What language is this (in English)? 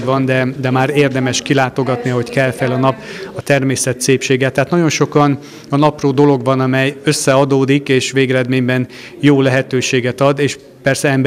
Hungarian